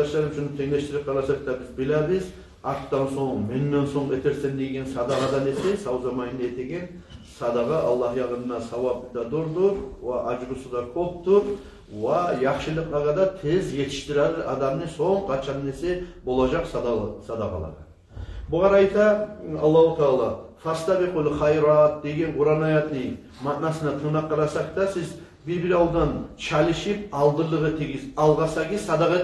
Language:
Kumyk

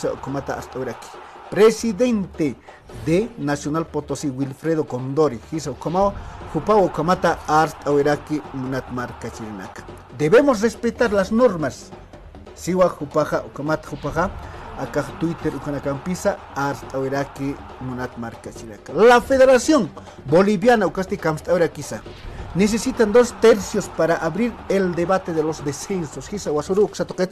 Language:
Aymara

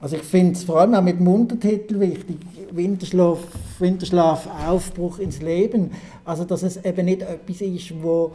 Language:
Swiss German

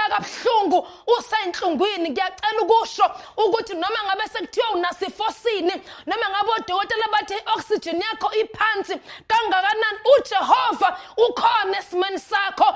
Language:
Zulu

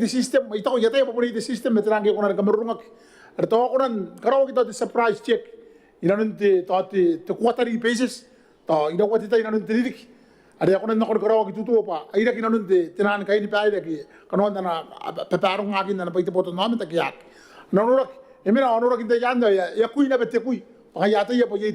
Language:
Gilbertese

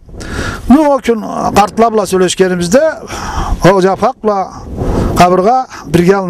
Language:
Karachay-Balkar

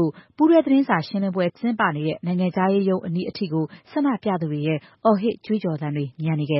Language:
Burmese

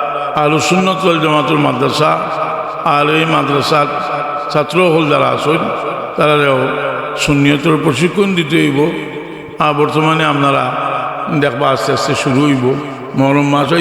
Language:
Sylheti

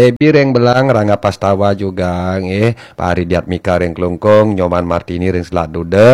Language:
Balinese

